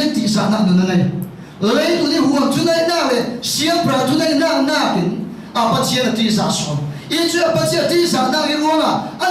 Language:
Falam Chin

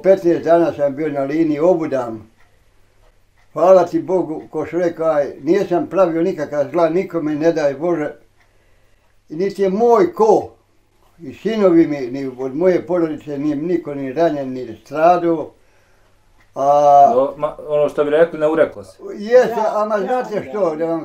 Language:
Bosnian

